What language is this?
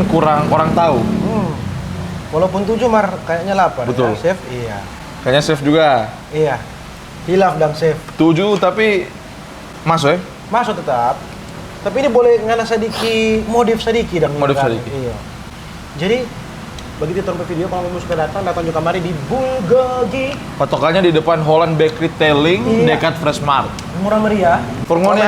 Manado Malay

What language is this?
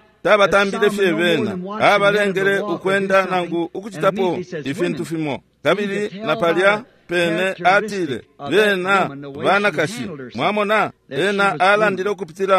Bemba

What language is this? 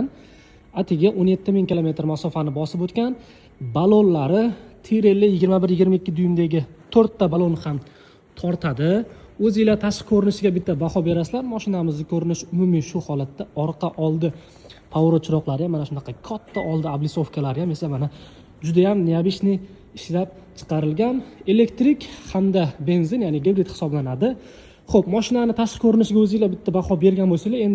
Uzbek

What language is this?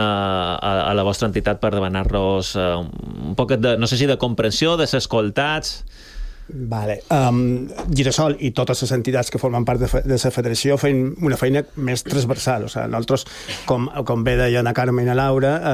Catalan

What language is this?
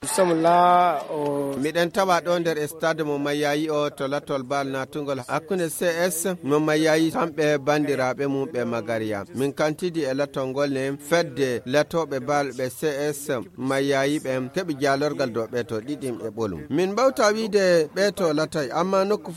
Fula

